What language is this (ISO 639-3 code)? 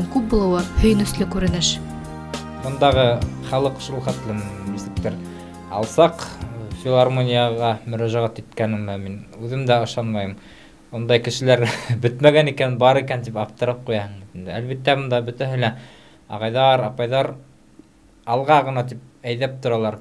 bak